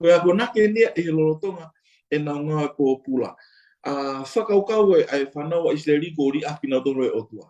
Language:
Tongan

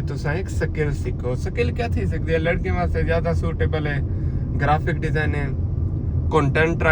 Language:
Saraiki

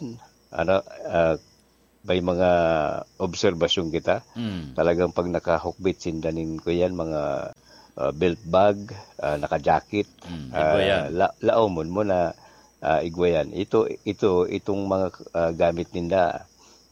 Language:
Bikol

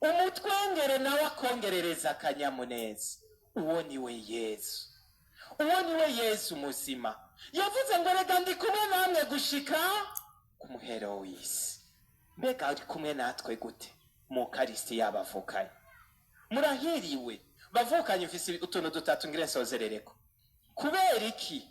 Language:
Rundi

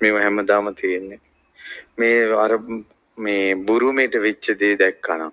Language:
Sinhala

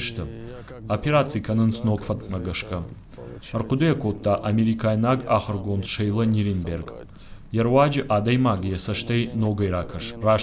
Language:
Ossetic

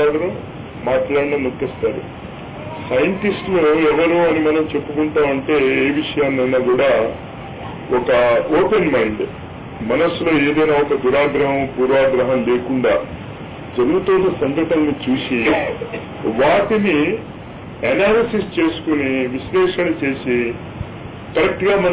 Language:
Telugu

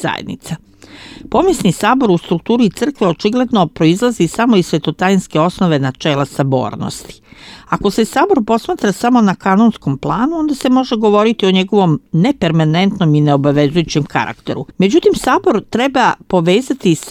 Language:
Serbian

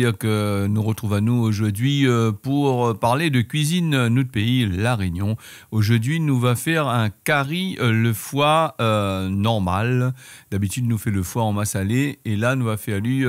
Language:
Réunion Creole French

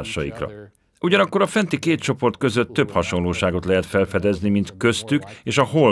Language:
Hungarian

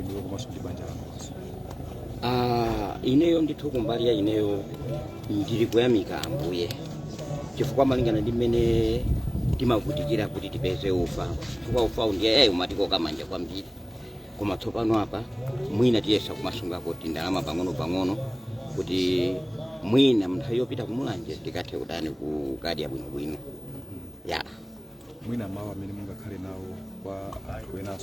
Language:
Nyanja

